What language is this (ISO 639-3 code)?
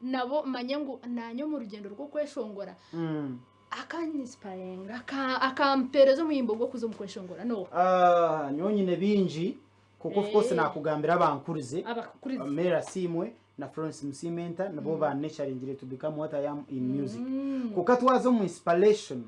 nyn